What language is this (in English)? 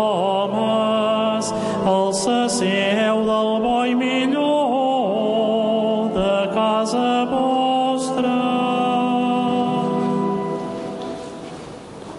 Catalan